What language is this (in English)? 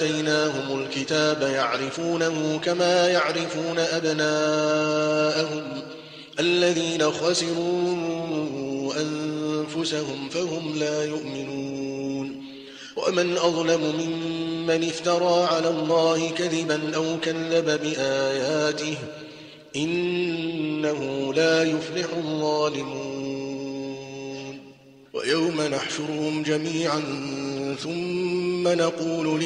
Arabic